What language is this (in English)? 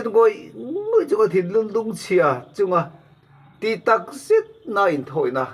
Mizo